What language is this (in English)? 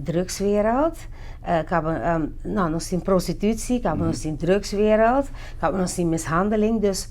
Papiamento